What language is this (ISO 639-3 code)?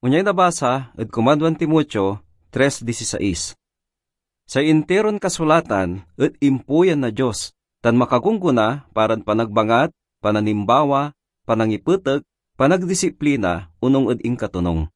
pag